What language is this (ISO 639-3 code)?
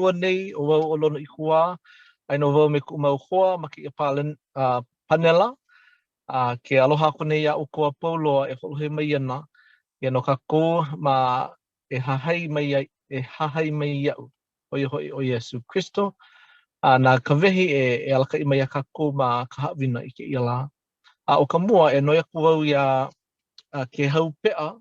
haw